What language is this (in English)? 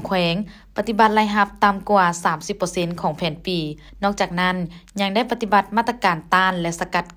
Lao